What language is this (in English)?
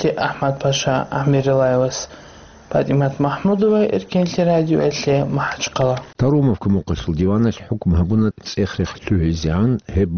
Avaric